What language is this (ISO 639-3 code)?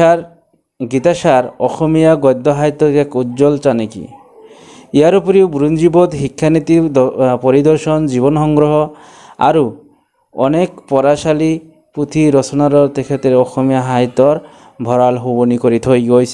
asm